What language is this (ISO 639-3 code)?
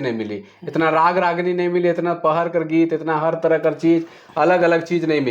sck